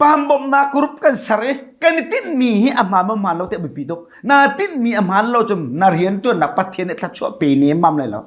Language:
Hakha Chin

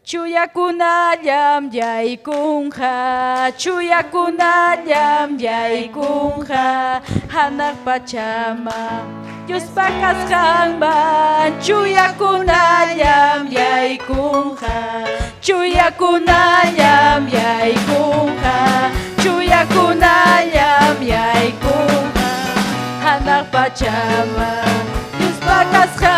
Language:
Ayacucho Quechua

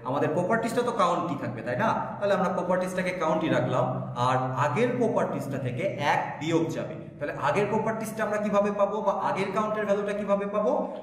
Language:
Bangla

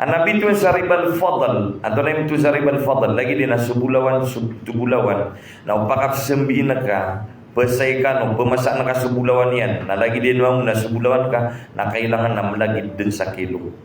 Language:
Maranao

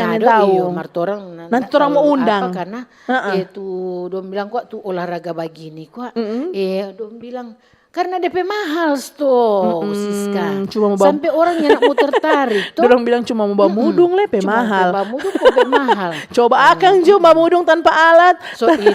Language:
Manado Malay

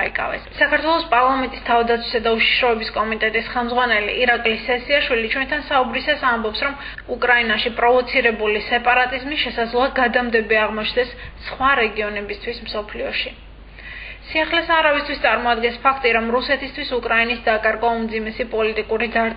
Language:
Georgian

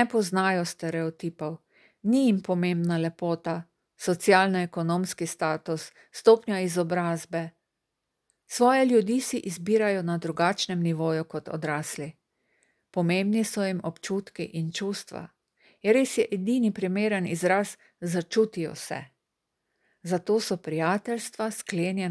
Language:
Slovenian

